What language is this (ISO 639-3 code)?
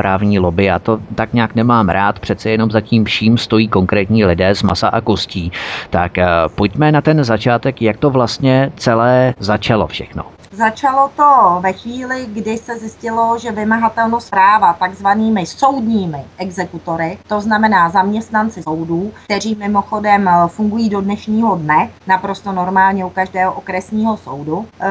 ces